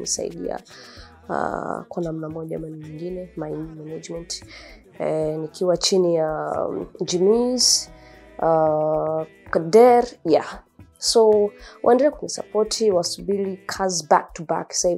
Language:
Swahili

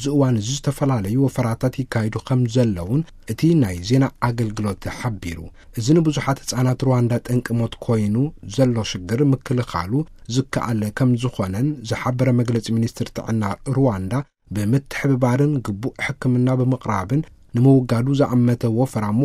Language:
Tigrinya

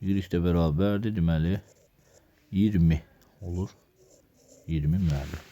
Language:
Azerbaijani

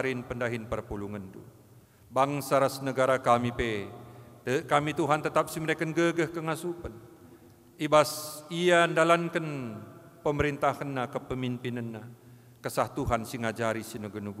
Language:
Batak Karo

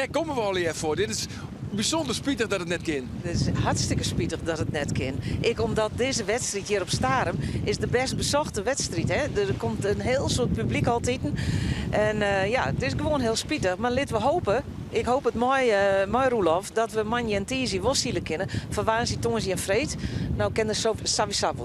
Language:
Western Frisian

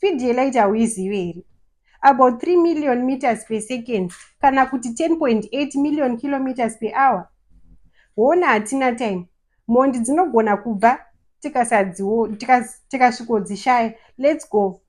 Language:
Shona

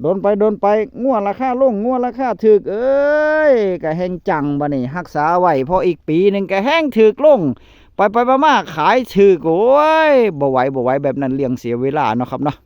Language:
Northeastern Thai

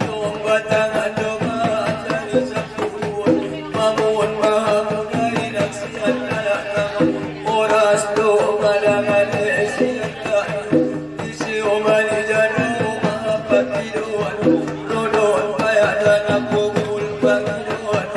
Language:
Batak Angkola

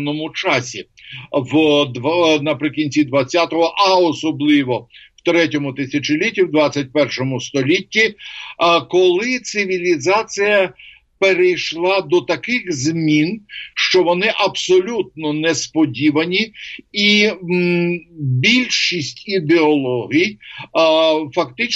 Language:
Ukrainian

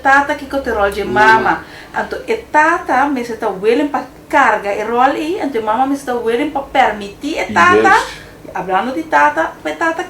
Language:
Papiamento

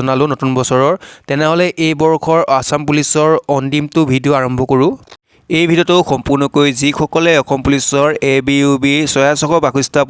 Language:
Assamese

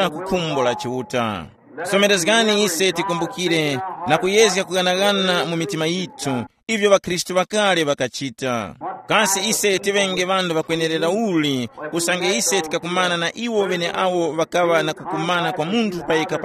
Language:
Tumbuka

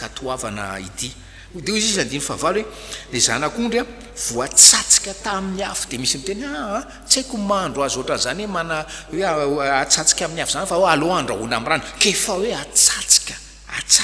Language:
Malagasy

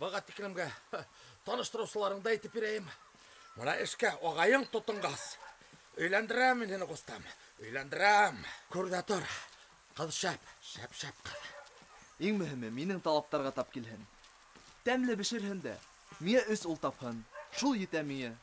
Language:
Bashkir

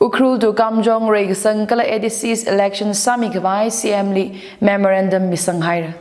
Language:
Tangkhul Naga (India)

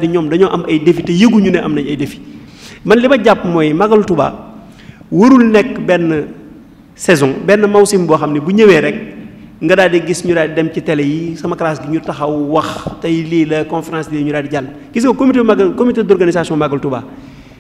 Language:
Wolof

